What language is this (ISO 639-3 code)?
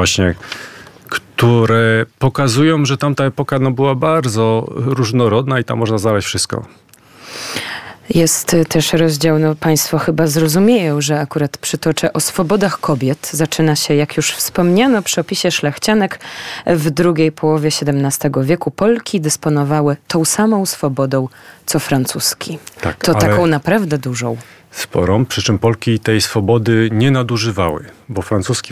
pol